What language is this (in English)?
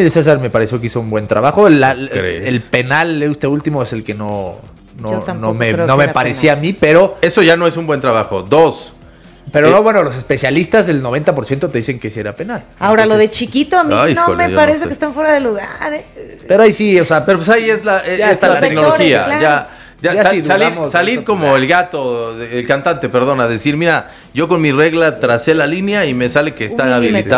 Spanish